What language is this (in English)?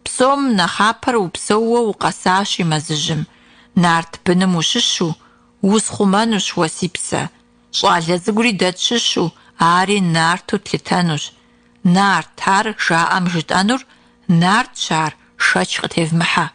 Kabardian